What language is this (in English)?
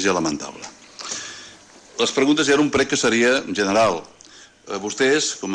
Catalan